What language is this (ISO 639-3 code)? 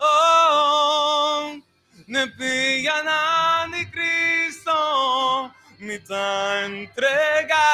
pap